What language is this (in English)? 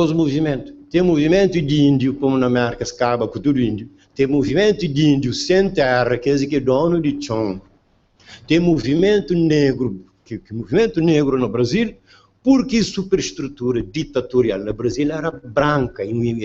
Kabuverdianu